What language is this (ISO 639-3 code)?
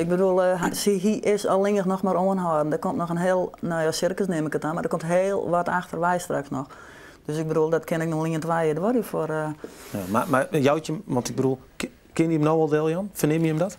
fry